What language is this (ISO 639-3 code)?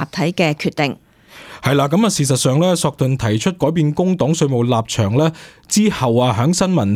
yue